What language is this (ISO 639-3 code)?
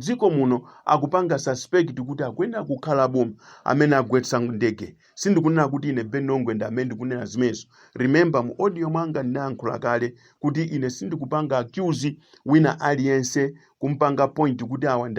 nya